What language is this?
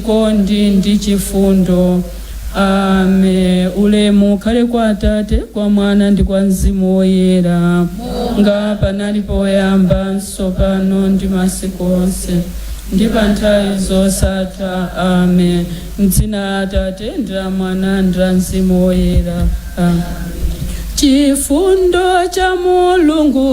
Nyanja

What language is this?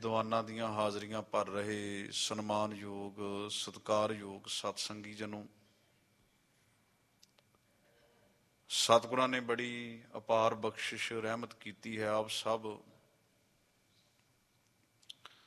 Punjabi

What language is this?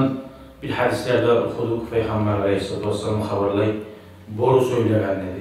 Kumyk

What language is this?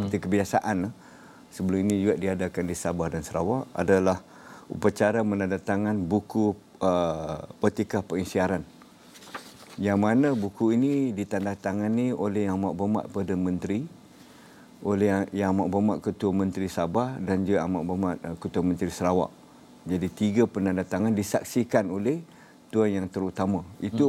Malay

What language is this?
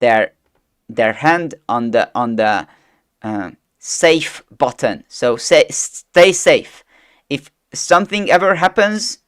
English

